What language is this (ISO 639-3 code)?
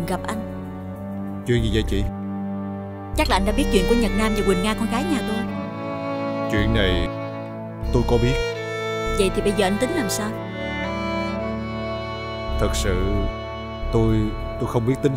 vie